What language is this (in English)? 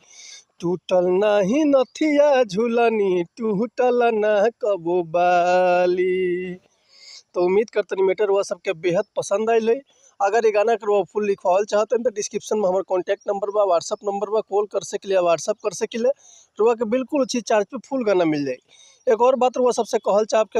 Bhojpuri